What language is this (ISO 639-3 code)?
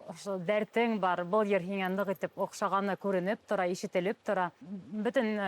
bak